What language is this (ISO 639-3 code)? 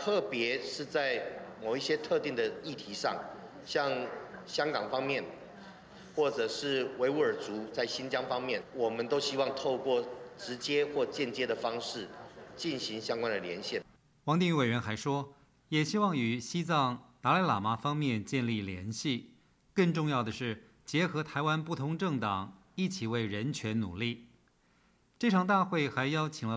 zho